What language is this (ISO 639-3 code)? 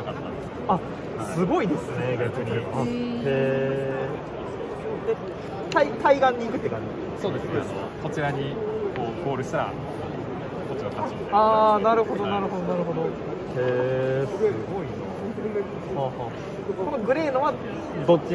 jpn